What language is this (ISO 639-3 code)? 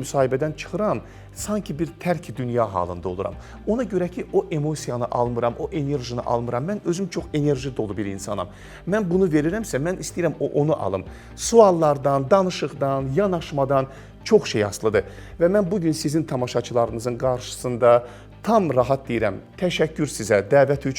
aze